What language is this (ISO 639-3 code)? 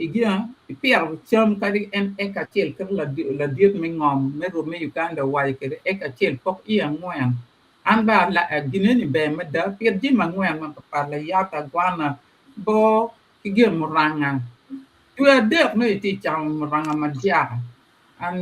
ach